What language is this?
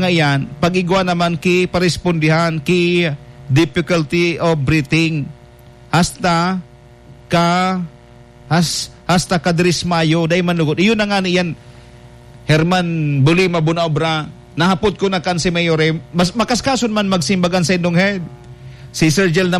Bikol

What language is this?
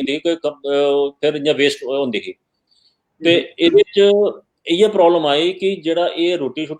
Dogri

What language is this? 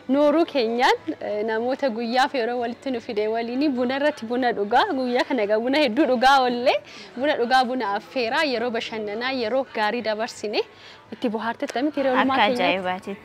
Oromo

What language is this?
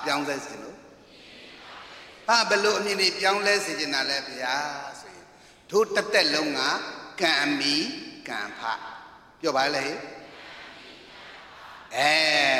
Burmese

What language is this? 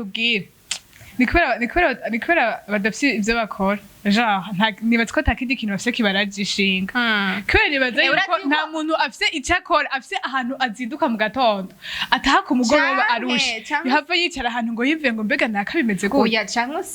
Rundi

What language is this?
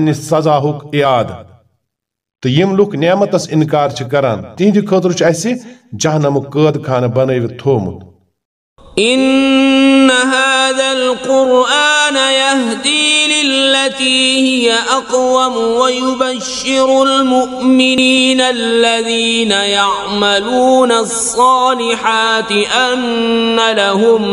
Kashmiri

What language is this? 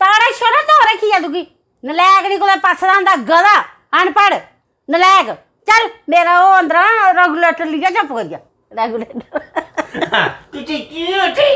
Dogri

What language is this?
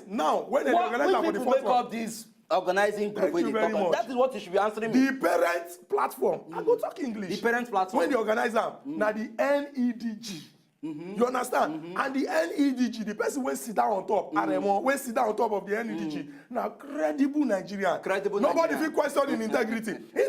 Nigerian Pidgin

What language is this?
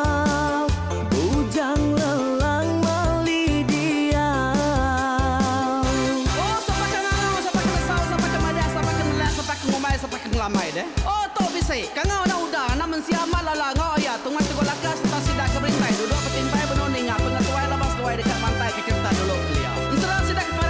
Iban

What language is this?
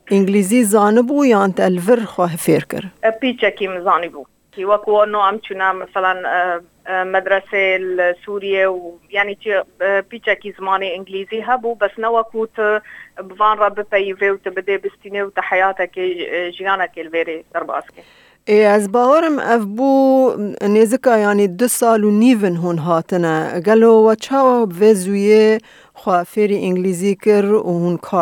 Kurdish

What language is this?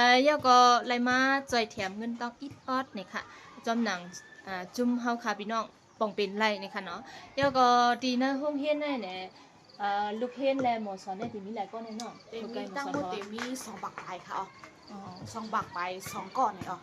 Shan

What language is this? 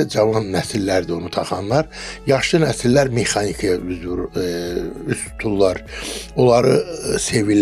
Azerbaijani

